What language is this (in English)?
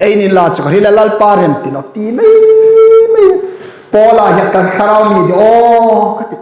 Hmar